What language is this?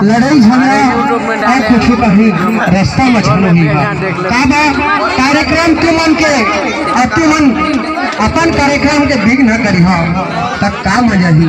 Chhattisgarhi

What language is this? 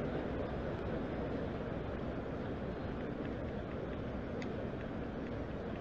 English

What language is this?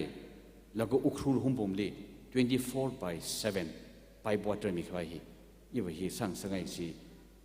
Tangkhul Naga (India)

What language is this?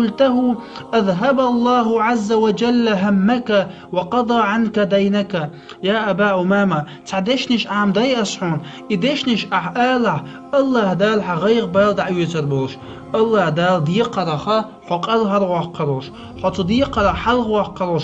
Chechen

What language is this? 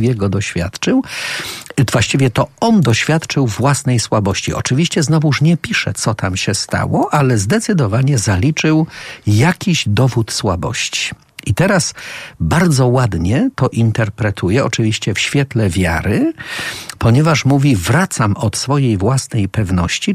Polish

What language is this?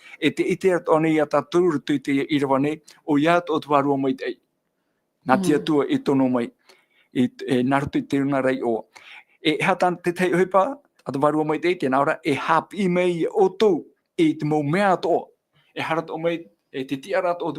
Tahitian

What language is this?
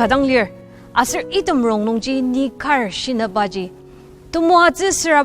Ao Naga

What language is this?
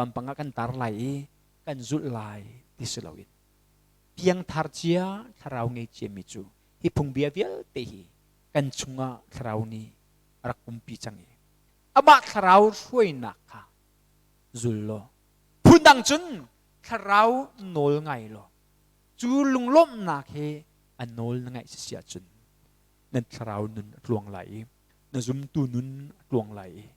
Hakha Chin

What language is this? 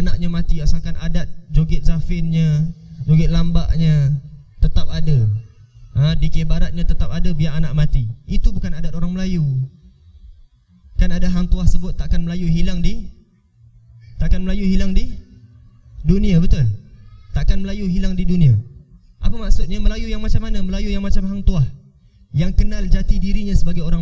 Malay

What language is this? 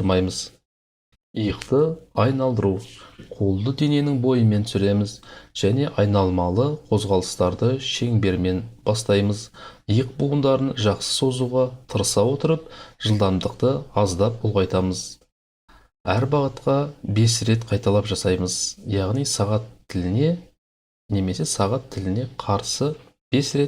Kazakh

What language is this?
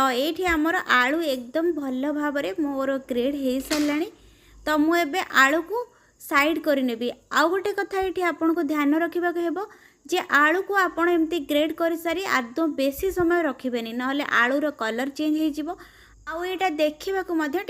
Odia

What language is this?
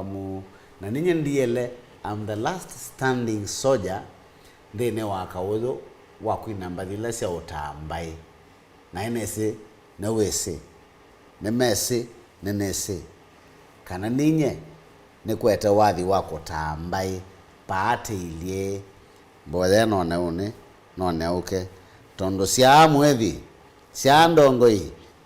Kamba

